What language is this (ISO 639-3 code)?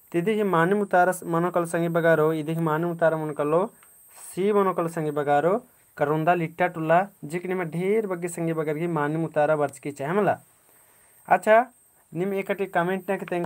kru